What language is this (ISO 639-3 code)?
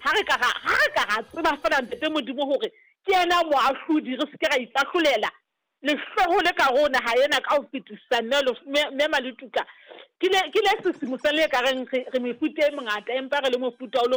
sot